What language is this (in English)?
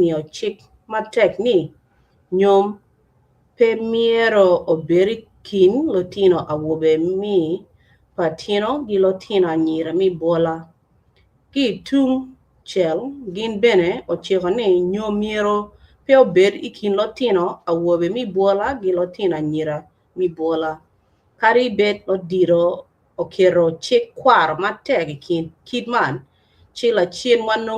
Acoli